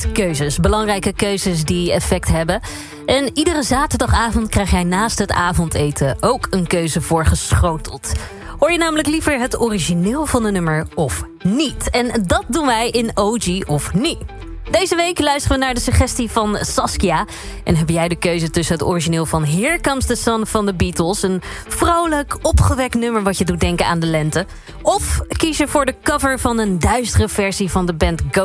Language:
Dutch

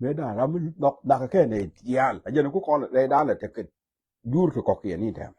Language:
Nuer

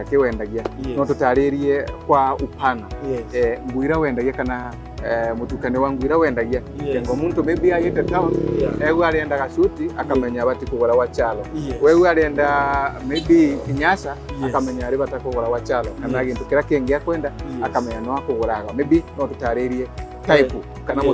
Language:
Meru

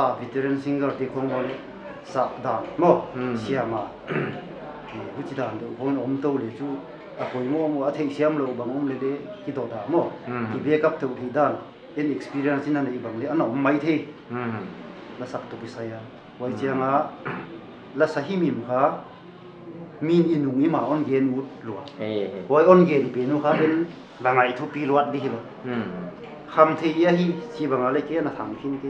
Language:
Paite Chin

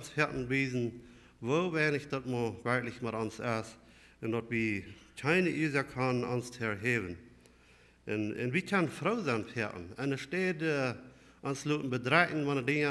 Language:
Plautdietsch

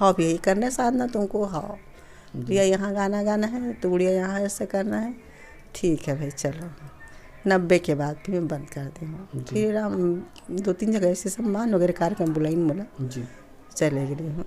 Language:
Chhattisgarhi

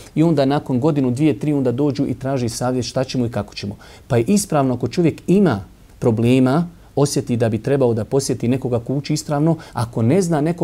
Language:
Bosnian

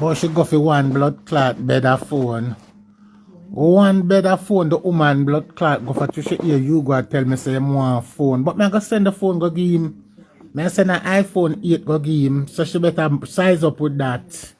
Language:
Jamaican Creole English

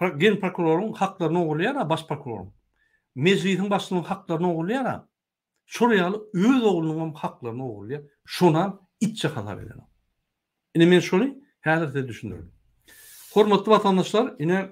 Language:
Turkmen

